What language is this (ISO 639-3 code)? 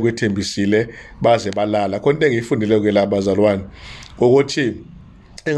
zul